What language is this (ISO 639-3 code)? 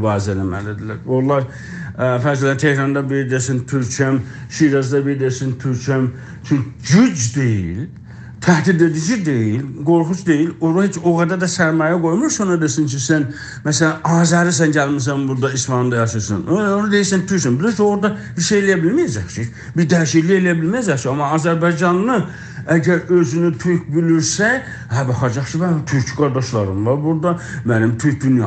azb